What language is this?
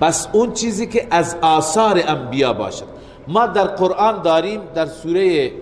Persian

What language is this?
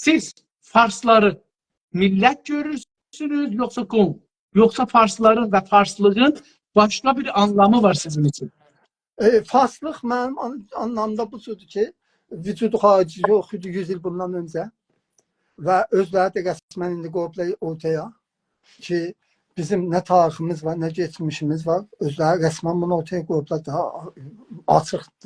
South Azerbaijani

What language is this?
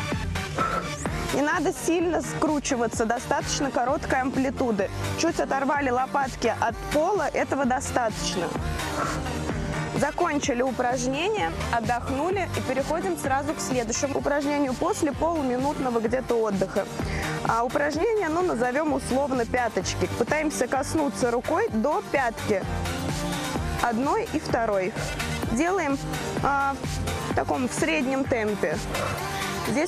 Russian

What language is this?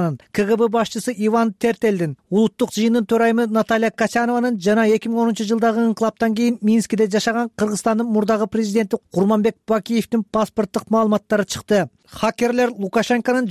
Kyrgyz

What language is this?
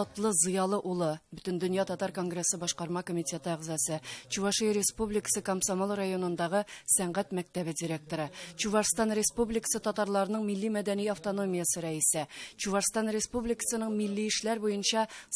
Tatar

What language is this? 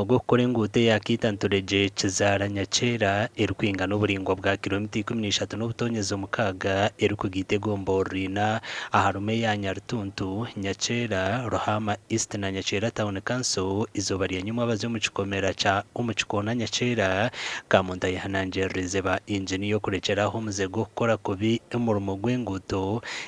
Nyankole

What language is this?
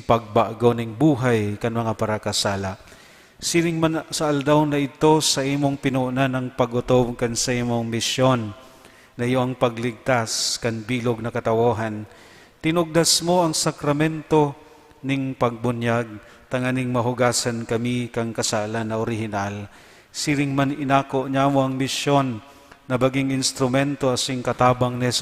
Bikol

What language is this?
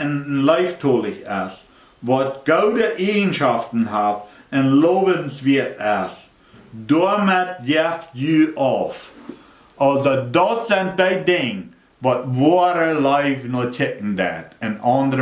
Plautdietsch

